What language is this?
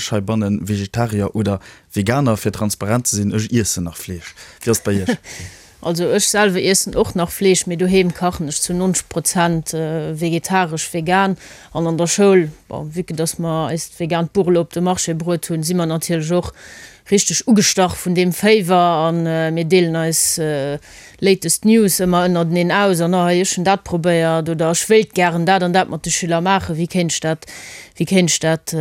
Luxembourgish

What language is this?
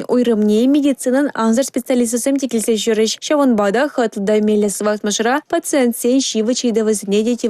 Chuvash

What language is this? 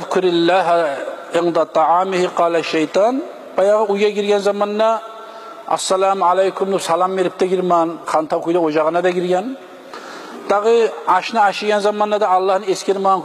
Kumyk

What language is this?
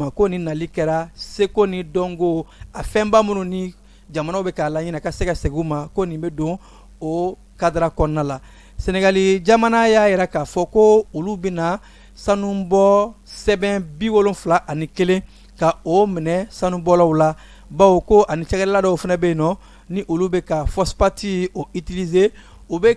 Bambara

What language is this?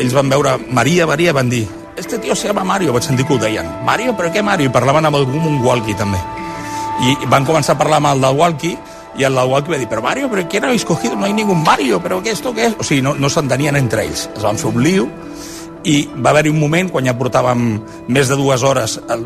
Catalan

